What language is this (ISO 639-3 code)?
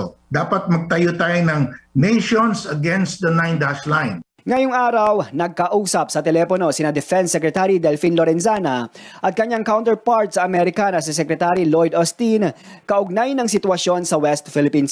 fil